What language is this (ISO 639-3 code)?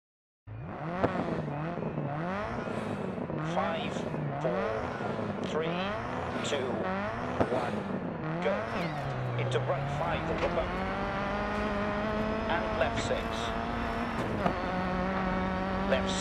eng